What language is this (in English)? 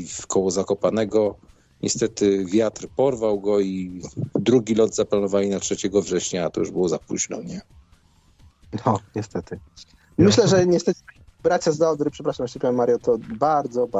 Polish